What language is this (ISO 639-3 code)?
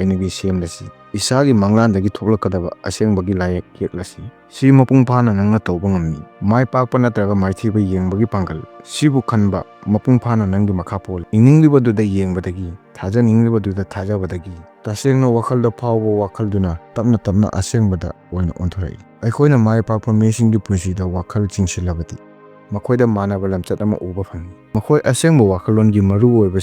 mni